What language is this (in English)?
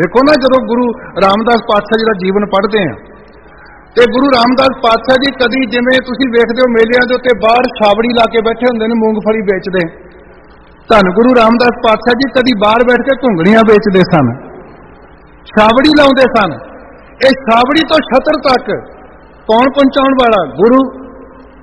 Punjabi